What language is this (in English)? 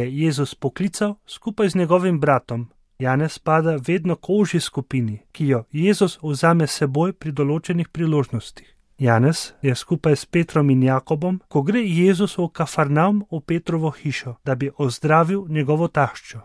Slovenian